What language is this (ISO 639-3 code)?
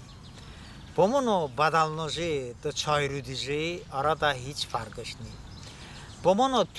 tly